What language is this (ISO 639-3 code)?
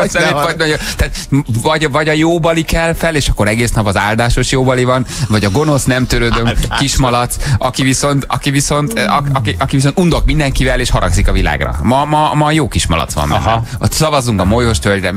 hun